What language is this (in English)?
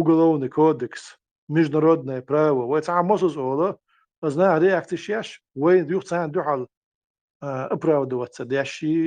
Chechen